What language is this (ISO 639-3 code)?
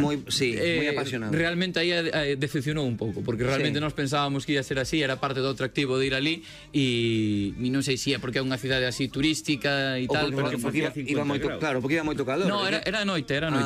glg